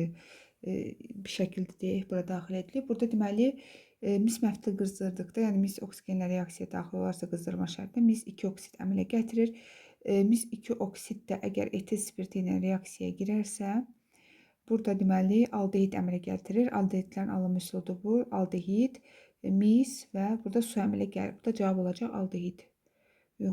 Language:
Azerbaijani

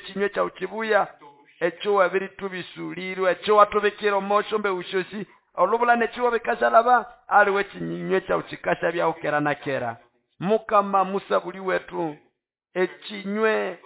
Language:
Nande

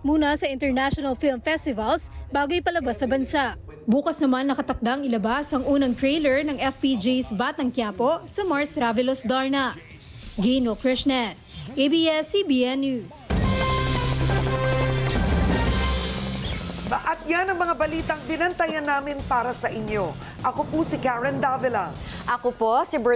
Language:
Filipino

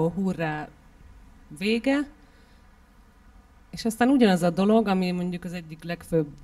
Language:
Hungarian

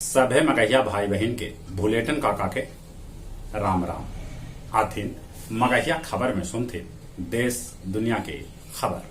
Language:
Magahi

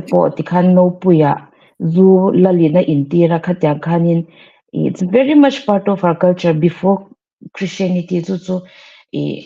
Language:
Mizo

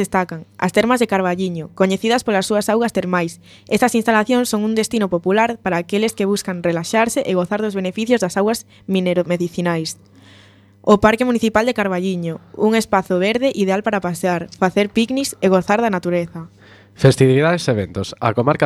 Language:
Galician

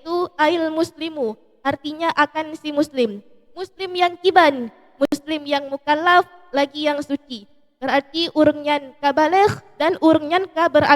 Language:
Achinese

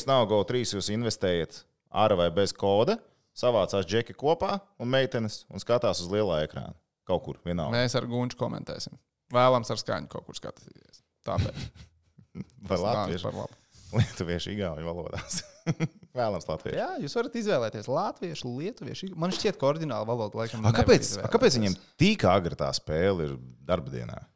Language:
Latvian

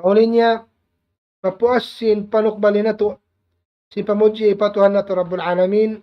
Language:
Tausug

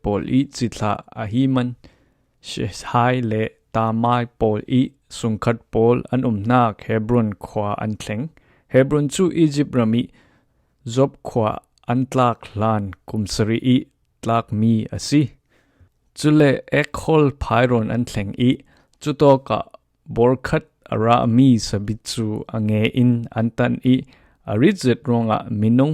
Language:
Falam Chin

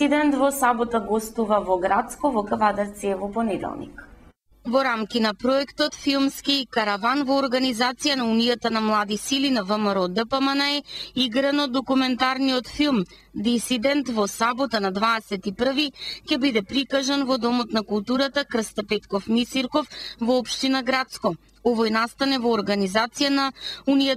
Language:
Macedonian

